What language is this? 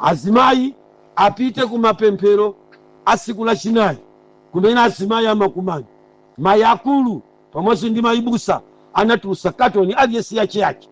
Nyanja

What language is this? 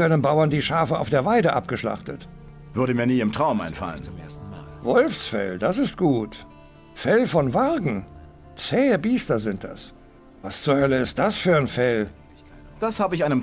Bavarian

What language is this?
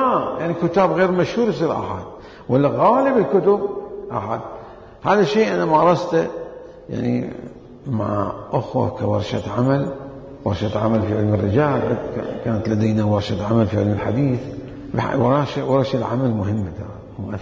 Mesopotamian Arabic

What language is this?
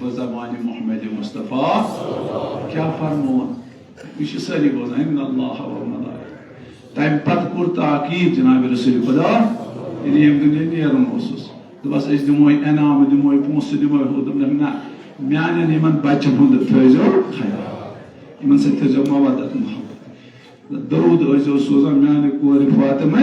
Kashmiri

